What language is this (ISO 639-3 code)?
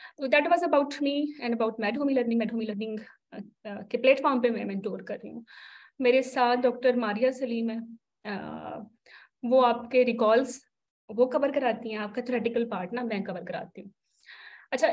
hin